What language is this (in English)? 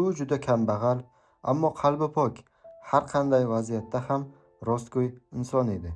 Uzbek